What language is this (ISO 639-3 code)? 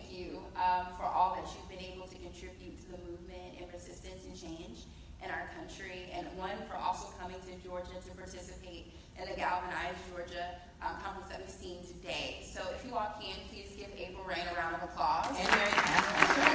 eng